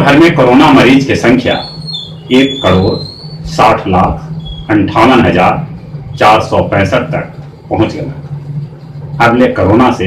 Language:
Magahi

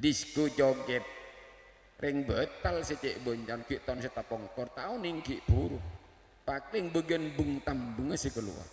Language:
Madurese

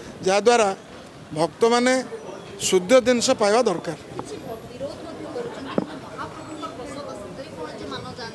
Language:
Odia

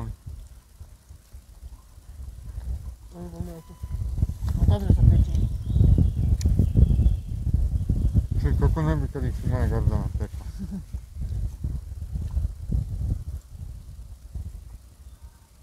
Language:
Croatian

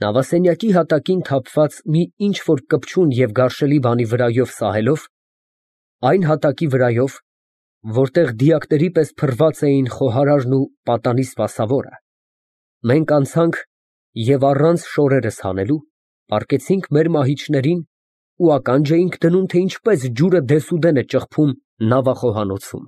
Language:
Armenian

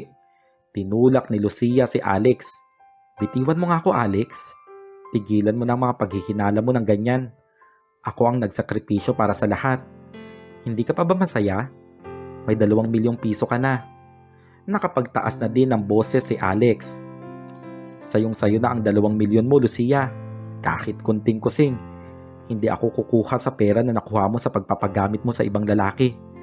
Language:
Filipino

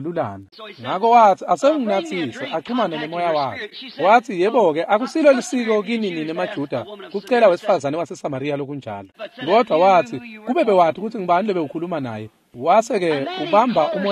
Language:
Swati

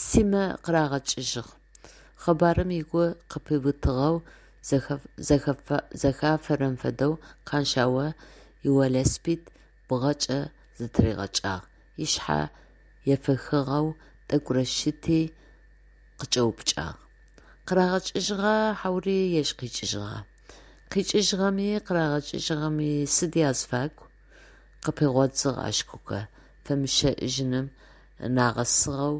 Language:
Adyghe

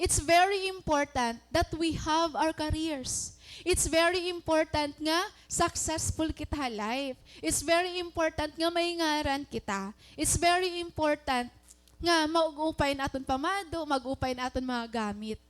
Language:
Waray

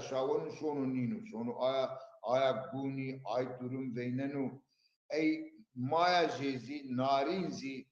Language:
Zaza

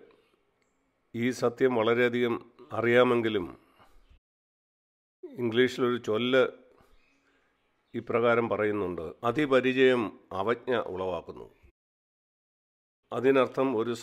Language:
Malayalam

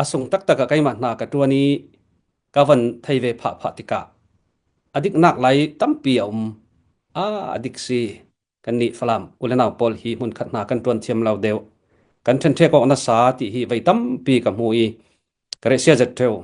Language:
Falam Chin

